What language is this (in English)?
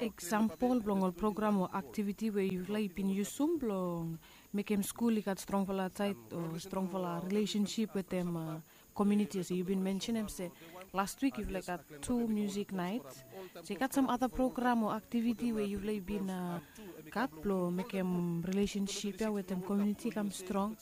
Bislama